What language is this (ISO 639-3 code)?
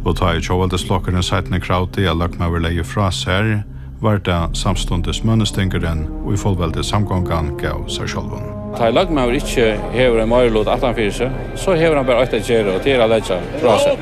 fao